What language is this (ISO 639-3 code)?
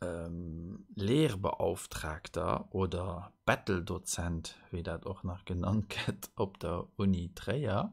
ltz